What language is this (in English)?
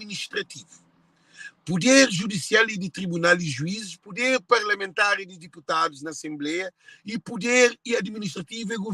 Kabuverdianu